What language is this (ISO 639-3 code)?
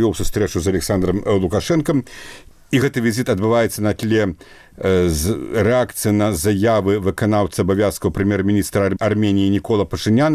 bel